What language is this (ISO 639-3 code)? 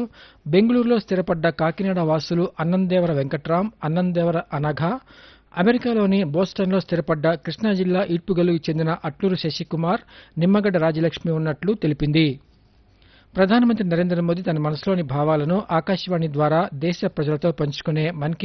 tel